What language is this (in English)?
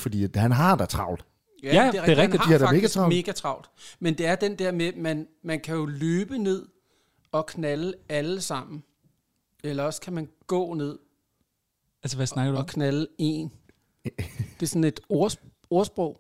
Danish